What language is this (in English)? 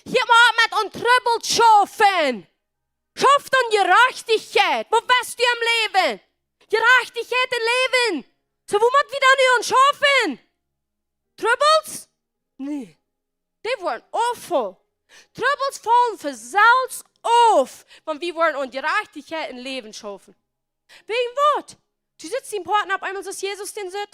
Plautdietsch